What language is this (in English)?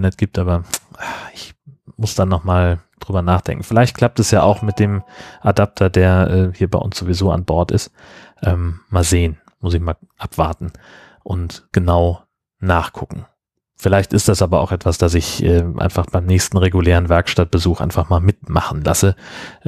German